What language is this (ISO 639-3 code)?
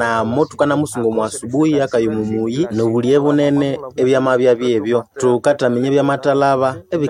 nnb